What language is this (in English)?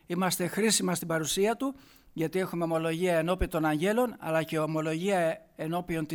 Greek